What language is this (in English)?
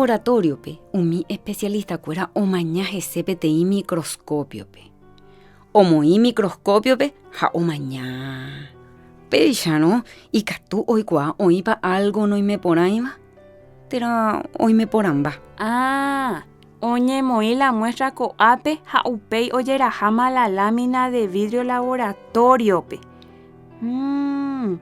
Guarani